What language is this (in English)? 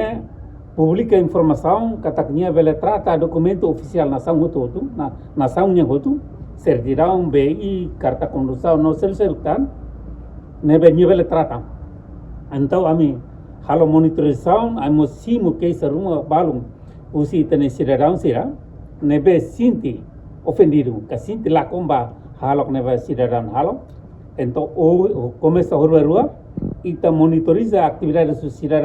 Tetum